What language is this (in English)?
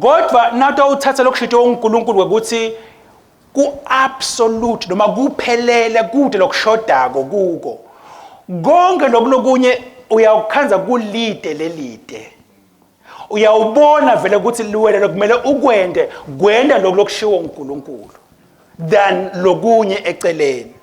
Swati